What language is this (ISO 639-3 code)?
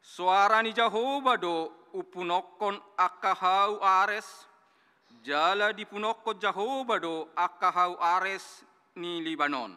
bbc